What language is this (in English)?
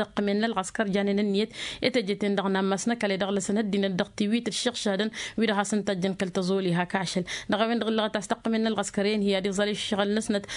Tamasheq